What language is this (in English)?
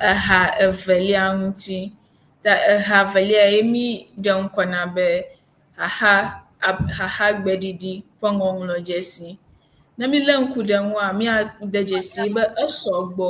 Ewe